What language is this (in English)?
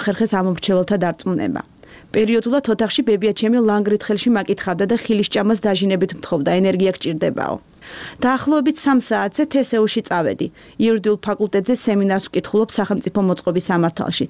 Georgian